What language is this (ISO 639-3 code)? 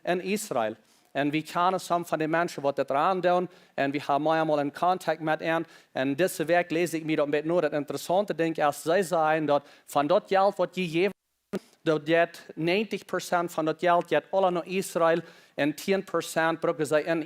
pdt